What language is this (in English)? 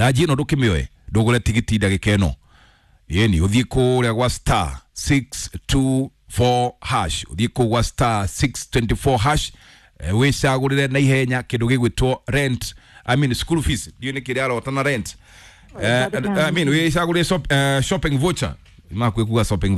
Kikuyu